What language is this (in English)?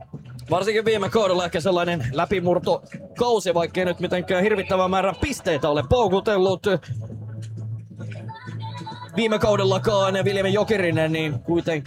Finnish